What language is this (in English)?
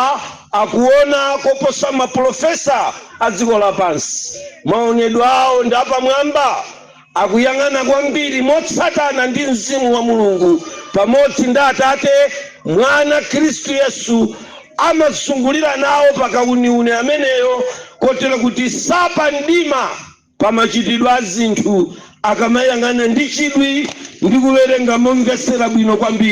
Nyanja